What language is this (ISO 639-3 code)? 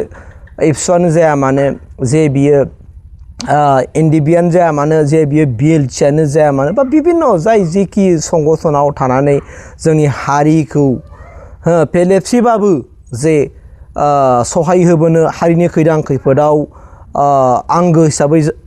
brx